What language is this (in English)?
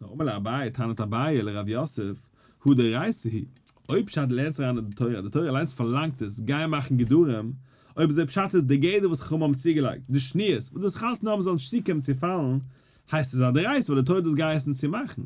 Yiddish